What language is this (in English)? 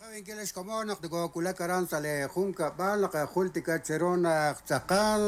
Kekchí